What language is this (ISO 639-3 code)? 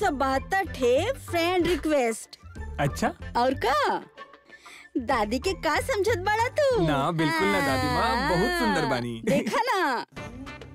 bho